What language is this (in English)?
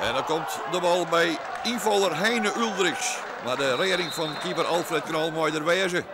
Western Frisian